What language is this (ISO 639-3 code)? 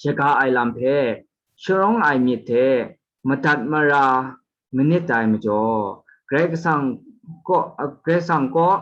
kac